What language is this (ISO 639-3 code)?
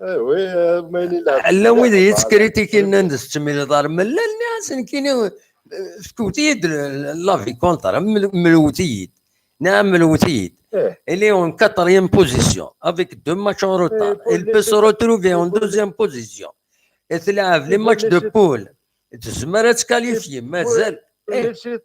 kab